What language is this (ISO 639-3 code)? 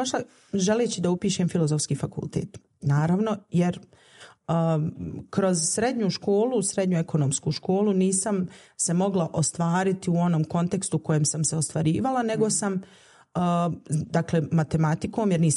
bos